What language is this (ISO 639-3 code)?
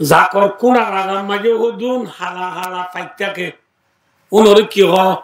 rhg